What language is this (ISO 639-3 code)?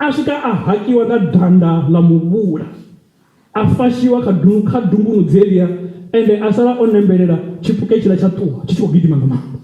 ven